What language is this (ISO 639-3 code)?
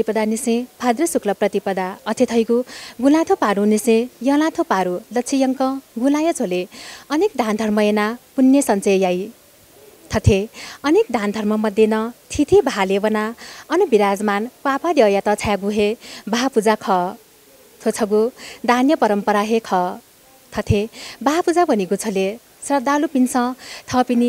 new